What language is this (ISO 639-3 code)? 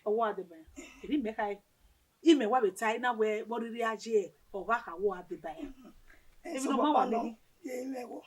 bin